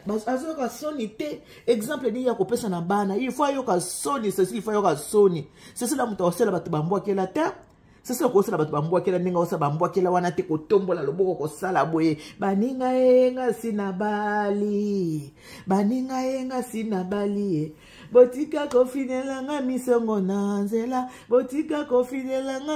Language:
Lingala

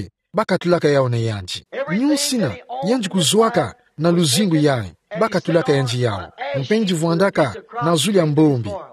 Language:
Kituba (Democratic Republic of Congo)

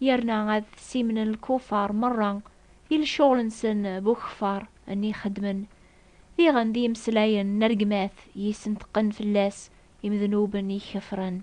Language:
Kabyle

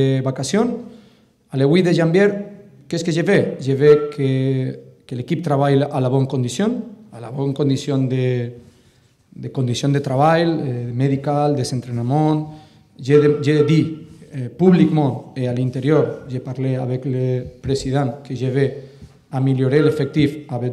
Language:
French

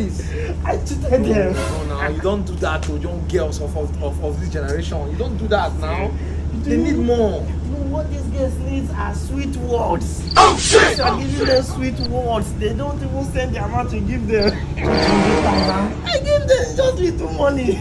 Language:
Nigerian Pidgin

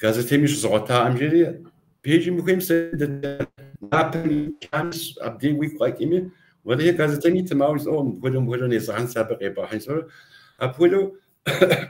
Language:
Kabardian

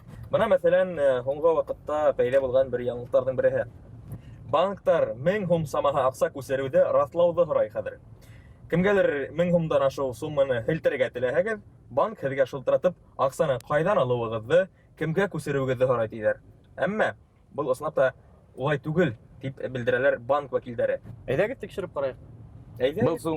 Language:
Bashkir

